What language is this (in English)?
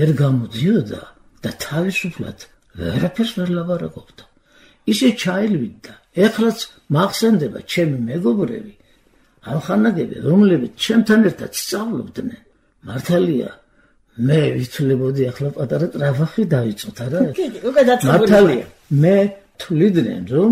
Georgian